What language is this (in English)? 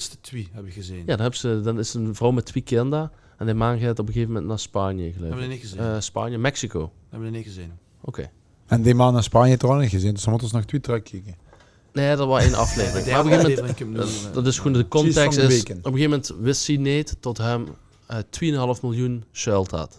Limburgish